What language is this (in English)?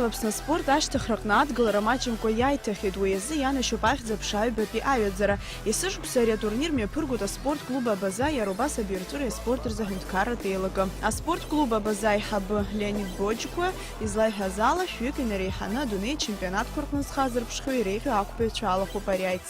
Abkhazian